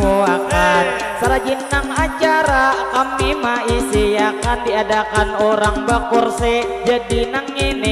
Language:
Banjar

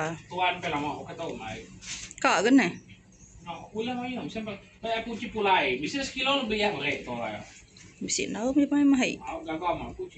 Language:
Iban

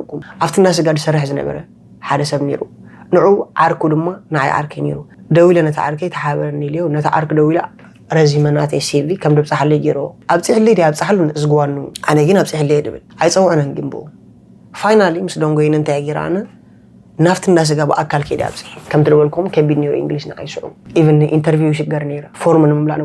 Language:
Tigrinya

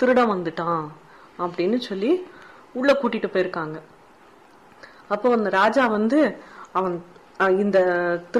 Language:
Tamil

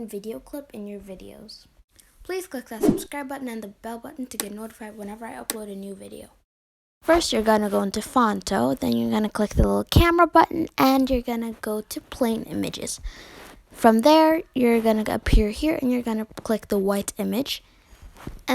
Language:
English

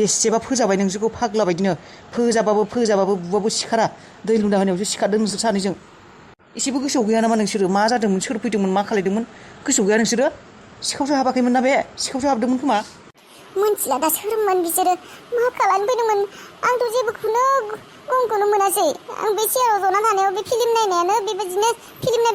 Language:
Bodo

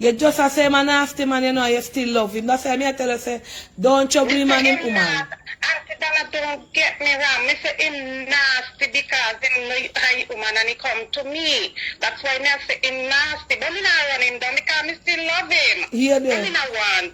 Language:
Jamaican Creole English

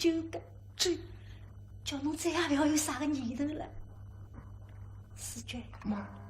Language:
Wu Chinese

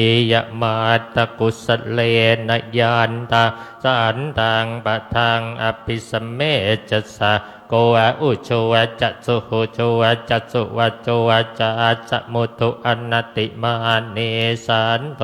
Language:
Pali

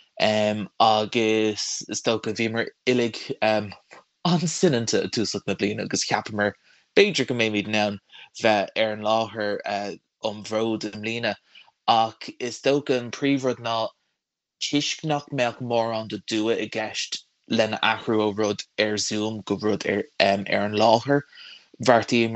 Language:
Irish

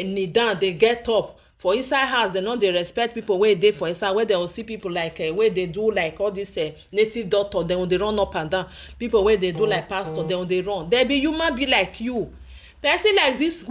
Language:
Nigerian Pidgin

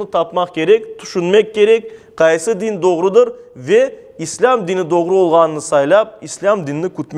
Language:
Crimean Tatar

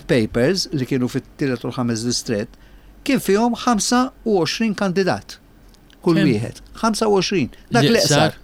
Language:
Maltese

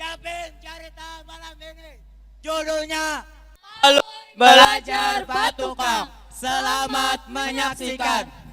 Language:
Banjar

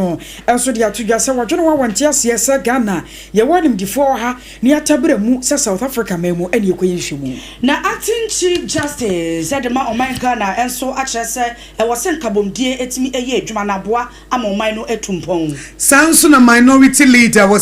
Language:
Akan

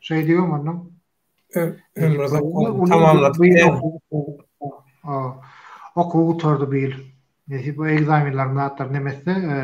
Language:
Turkmen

